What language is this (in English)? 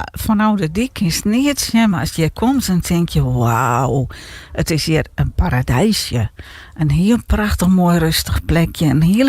Western Frisian